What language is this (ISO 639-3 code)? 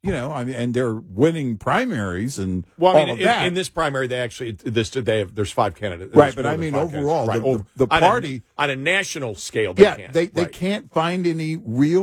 eng